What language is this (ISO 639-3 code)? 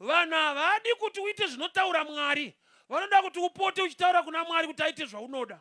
sna